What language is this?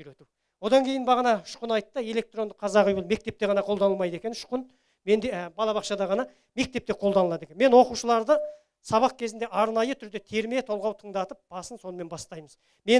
Kazakh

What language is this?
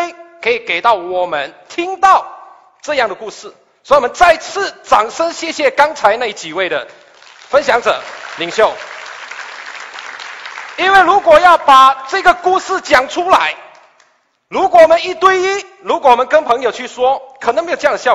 Chinese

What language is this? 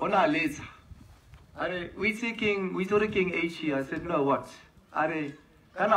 Tswana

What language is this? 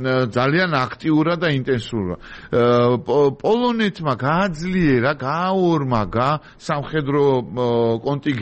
Georgian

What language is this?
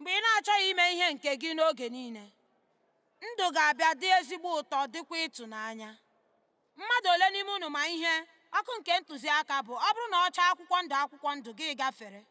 Igbo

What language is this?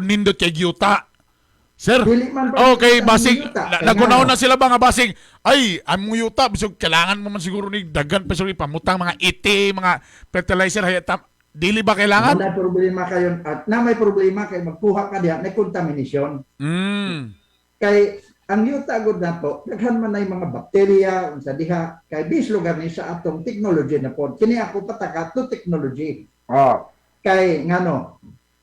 Cebuano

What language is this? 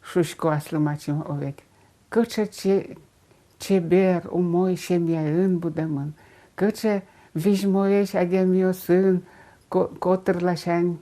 Udmurt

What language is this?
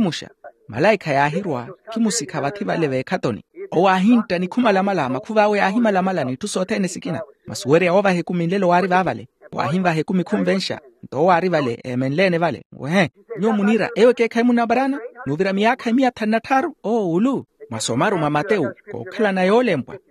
Makhuwa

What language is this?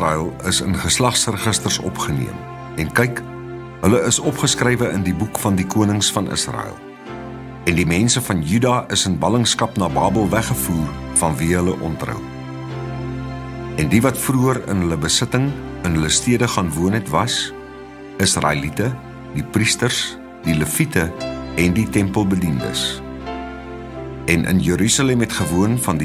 Afrikaans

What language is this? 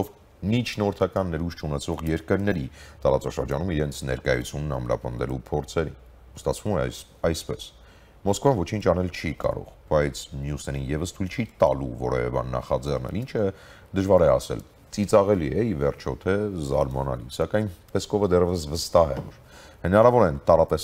Armenian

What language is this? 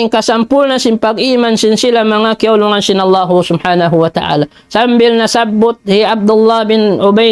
Tausug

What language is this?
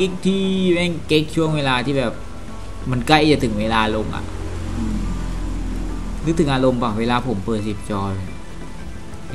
Thai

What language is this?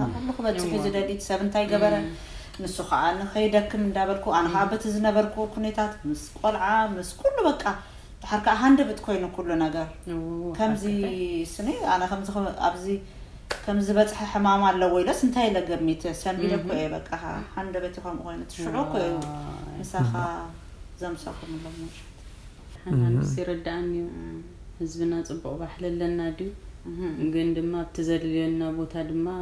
Tigrinya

